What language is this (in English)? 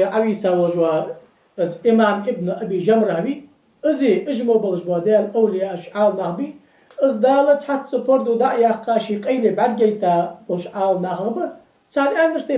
Ingush